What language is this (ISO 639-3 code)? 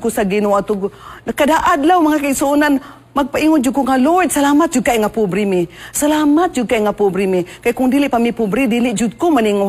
ceb